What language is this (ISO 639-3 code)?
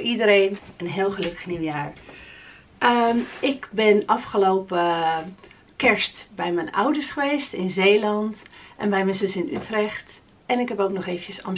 nld